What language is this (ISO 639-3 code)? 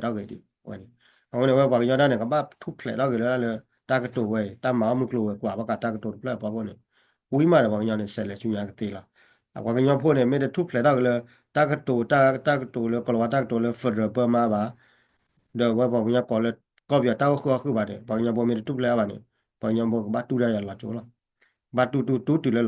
ksw